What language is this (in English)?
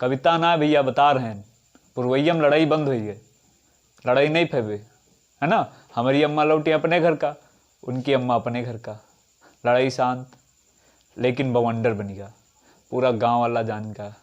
Awadhi